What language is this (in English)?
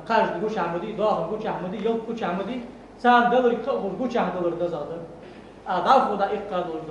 Ingush